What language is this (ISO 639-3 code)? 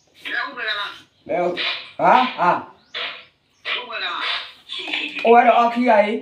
ksw